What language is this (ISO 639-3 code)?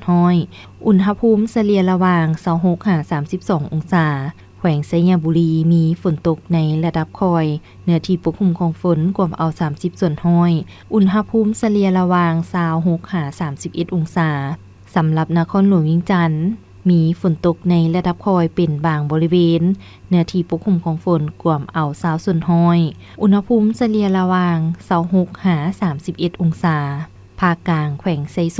lao